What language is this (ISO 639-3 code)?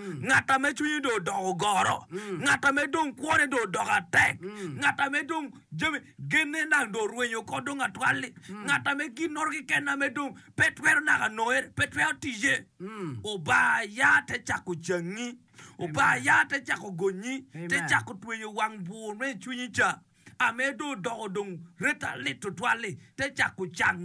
ach